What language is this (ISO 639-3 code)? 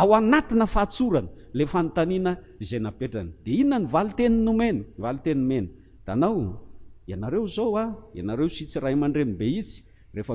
mlg